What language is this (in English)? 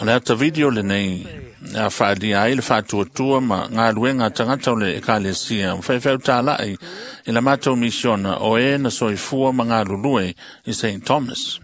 Samoan